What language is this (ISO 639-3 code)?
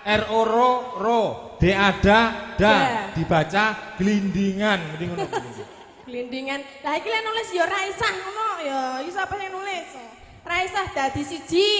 jav